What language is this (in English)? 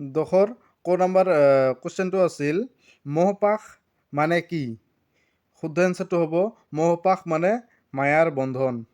Assamese